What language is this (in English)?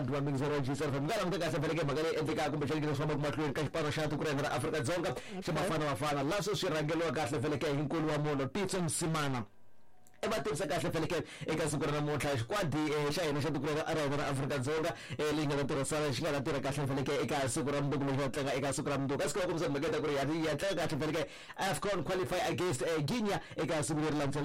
Tsonga